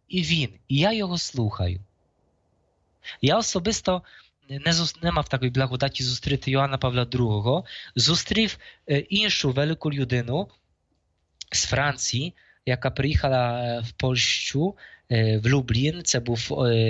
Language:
Ukrainian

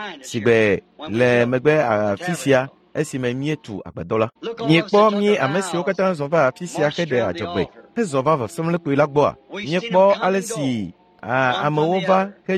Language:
Ewe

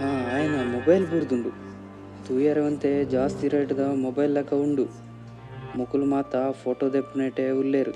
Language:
Tulu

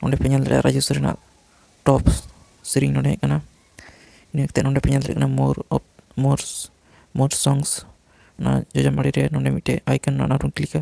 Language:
Santali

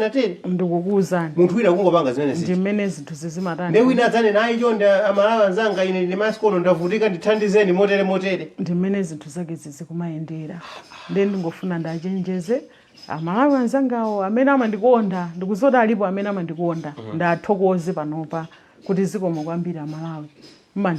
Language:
Nyanja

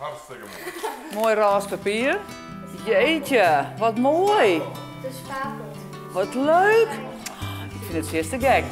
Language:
Western Frisian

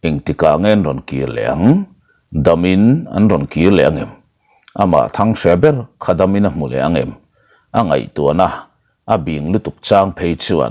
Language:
Mizo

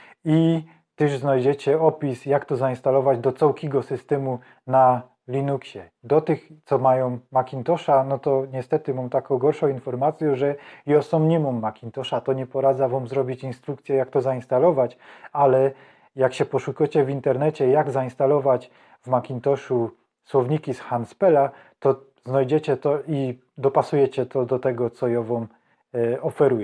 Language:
Silesian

